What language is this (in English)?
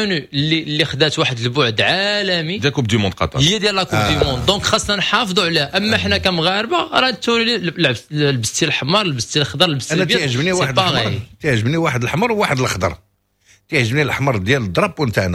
Moroccan Arabic